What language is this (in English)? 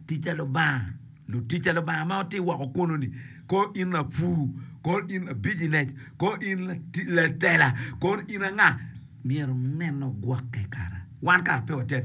Acoli